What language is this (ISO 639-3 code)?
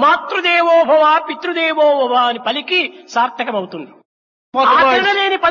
tel